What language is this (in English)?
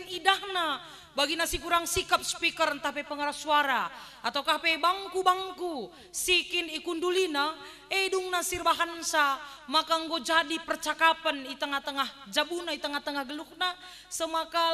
Batak Karo